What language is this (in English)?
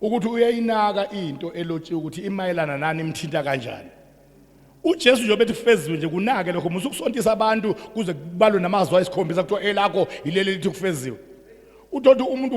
Zulu